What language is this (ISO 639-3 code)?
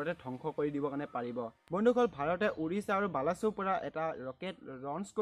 asm